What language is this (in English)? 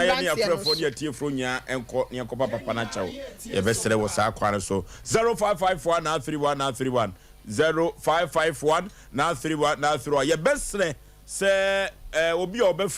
Akan